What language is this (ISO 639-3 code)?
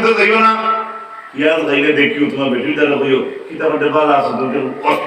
syl